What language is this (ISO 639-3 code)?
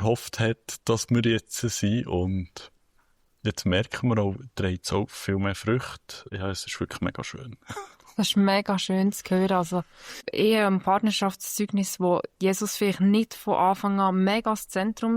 gsw